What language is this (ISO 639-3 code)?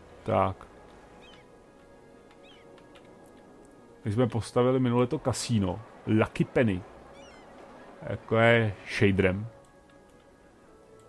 ces